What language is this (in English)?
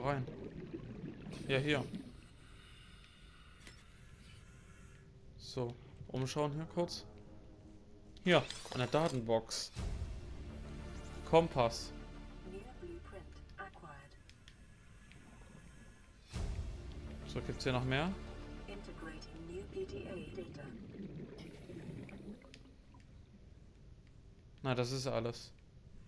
German